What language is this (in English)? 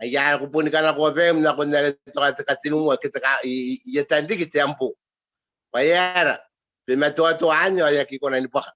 Gilbertese